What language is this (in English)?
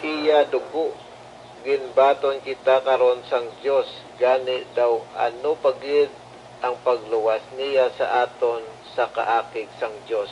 Hiligaynon